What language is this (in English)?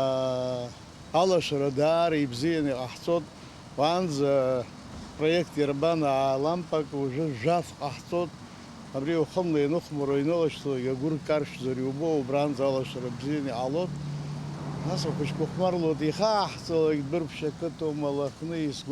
Abkhazian